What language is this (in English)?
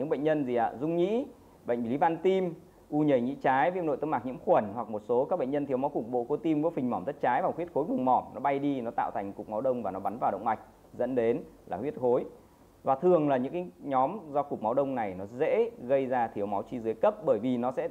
Vietnamese